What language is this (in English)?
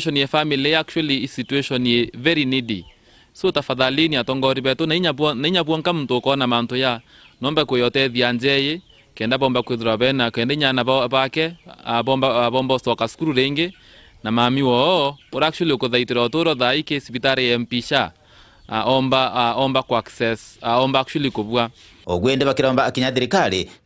Meru